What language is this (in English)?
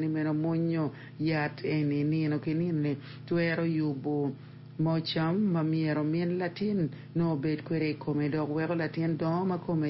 Acoli